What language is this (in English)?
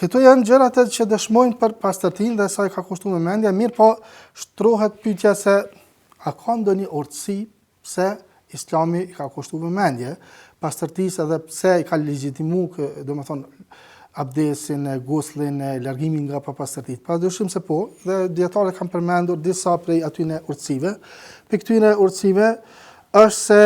Albanian